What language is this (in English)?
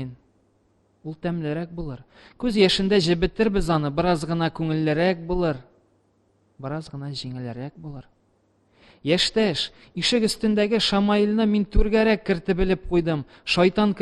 Tatar